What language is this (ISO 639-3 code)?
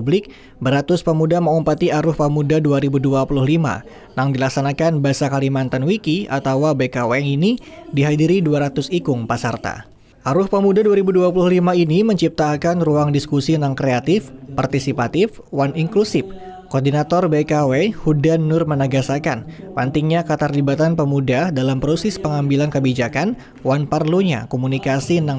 bjn